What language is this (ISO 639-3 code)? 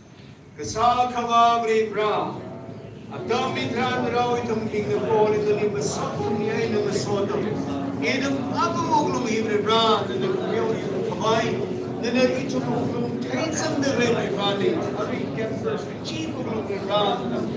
nmf